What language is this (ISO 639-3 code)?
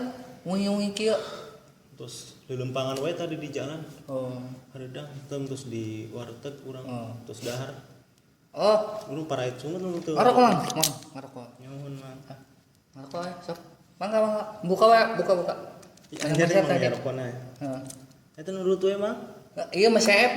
sun